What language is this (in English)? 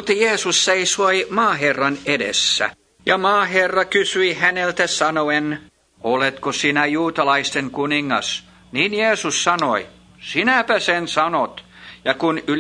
Finnish